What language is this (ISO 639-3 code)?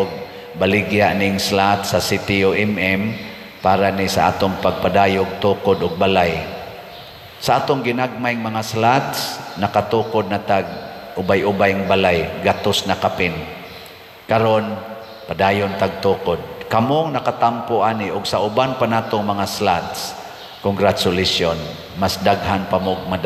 ceb